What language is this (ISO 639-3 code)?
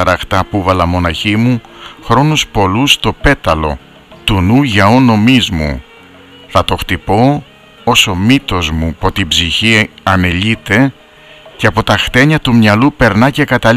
ell